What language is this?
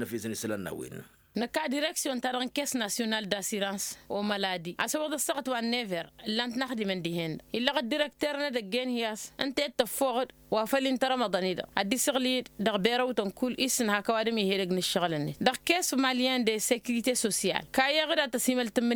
Tamasheq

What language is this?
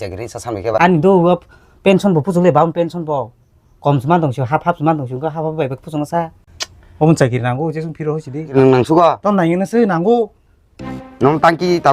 Kok Borok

